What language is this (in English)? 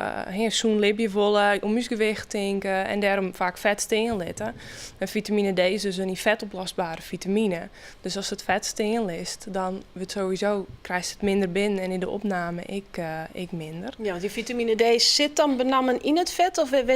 Western Frisian